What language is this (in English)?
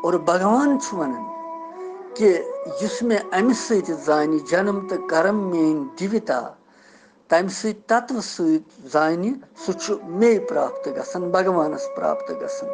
Kashmiri